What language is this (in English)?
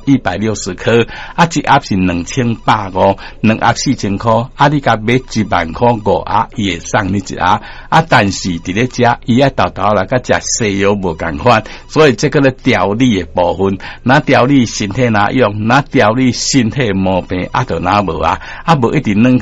Min Nan Chinese